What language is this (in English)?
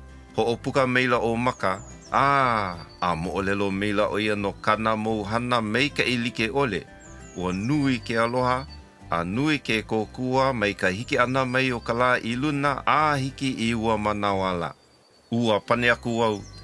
Hawaiian